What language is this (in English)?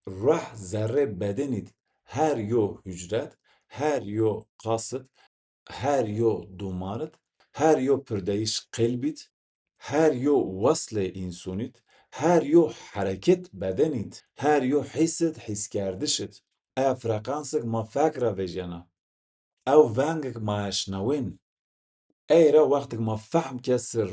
Zaza